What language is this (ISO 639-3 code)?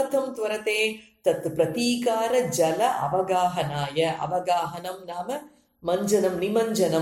san